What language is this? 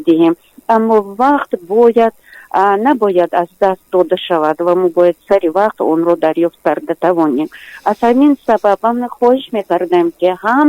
Tajik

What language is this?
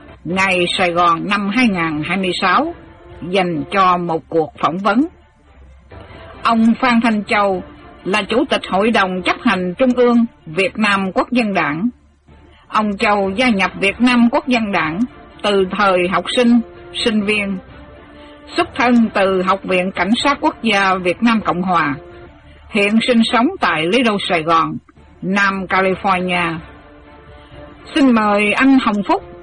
Vietnamese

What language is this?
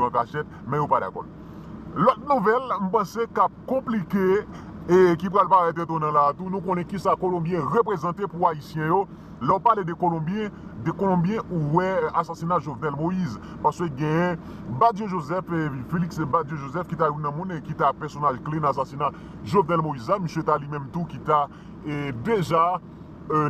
Haitian Creole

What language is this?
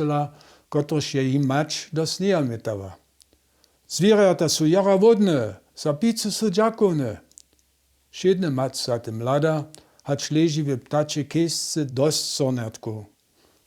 Upper Sorbian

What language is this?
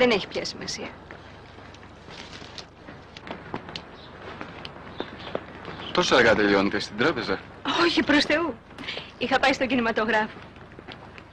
Greek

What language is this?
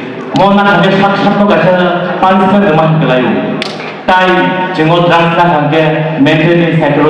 Kok Borok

